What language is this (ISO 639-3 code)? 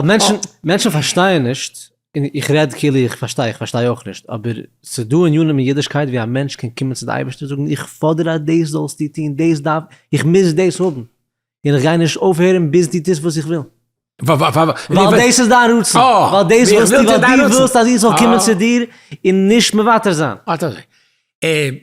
yid